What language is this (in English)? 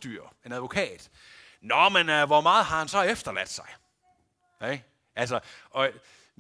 Danish